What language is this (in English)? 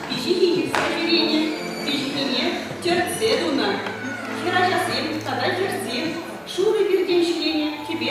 Chuvash